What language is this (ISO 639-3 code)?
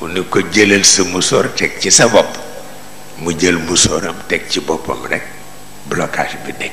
wol